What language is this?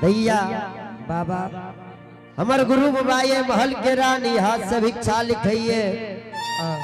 Angika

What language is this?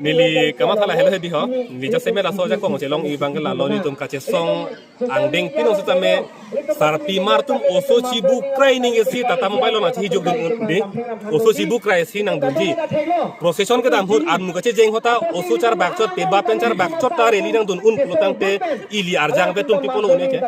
Karbi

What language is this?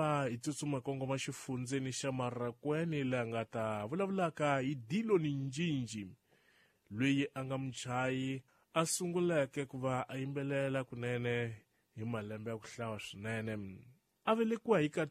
Tsonga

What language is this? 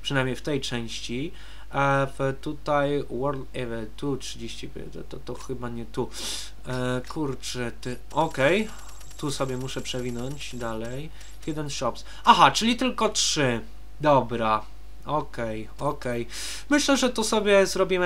Polish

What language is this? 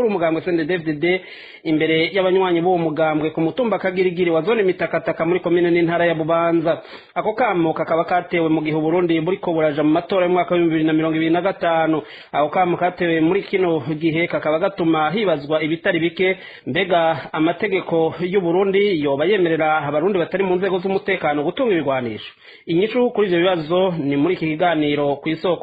Rundi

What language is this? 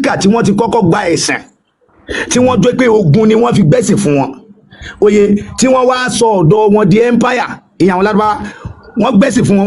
Yoruba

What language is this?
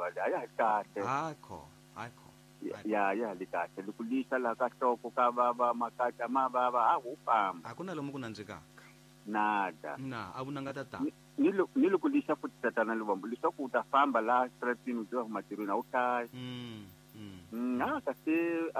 Tsonga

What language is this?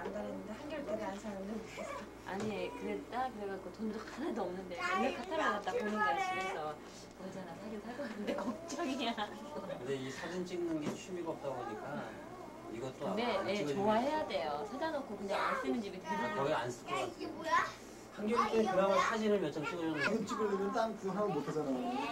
Korean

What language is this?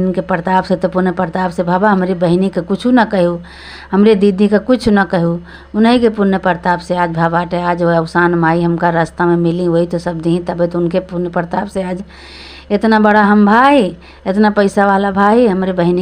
Awadhi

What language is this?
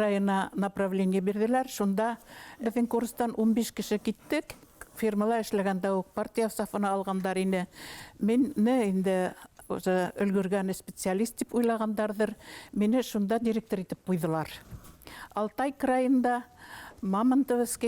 Bashkir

